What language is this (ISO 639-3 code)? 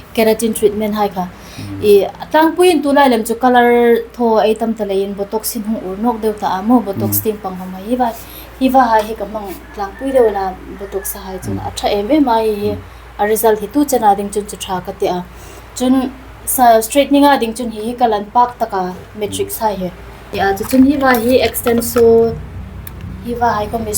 hmr